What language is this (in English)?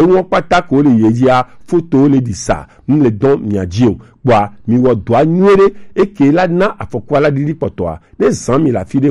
Gen